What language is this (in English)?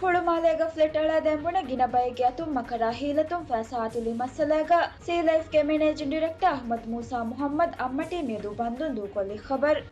Divehi